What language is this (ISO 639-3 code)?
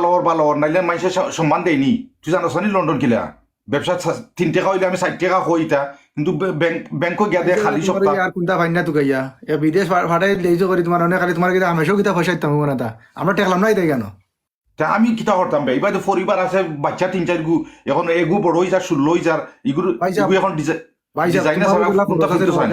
syl